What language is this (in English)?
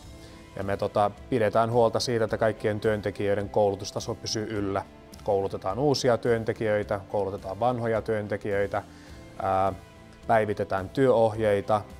Finnish